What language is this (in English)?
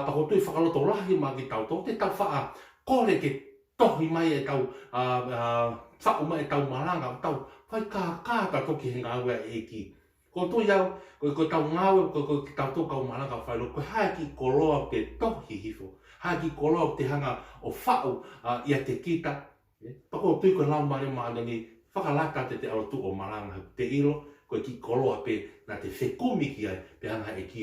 Tongan